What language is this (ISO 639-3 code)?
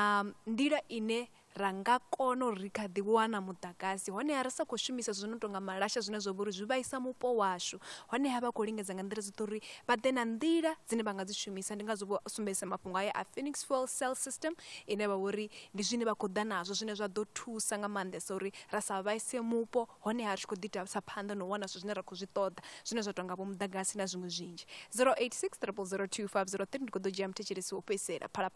ven